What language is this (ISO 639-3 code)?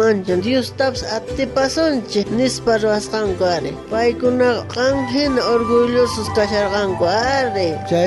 quh